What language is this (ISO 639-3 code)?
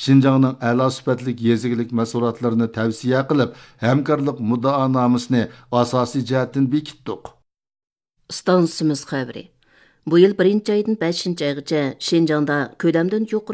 uig